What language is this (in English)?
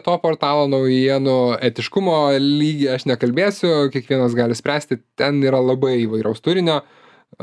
Lithuanian